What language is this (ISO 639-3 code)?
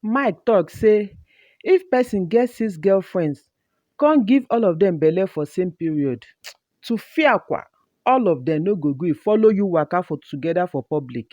pcm